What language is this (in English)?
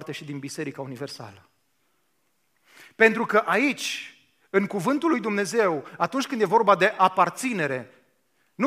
Romanian